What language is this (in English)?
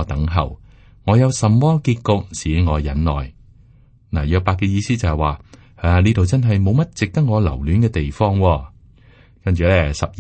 Cantonese